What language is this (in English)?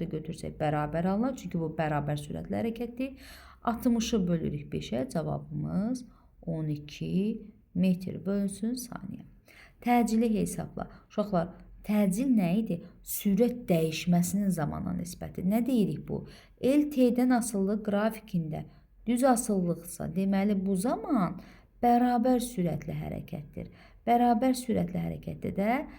Azerbaijani